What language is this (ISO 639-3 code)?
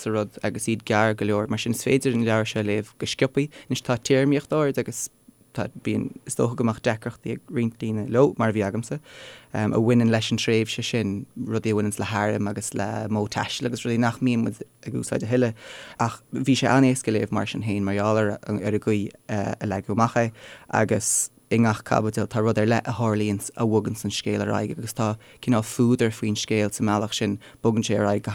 gle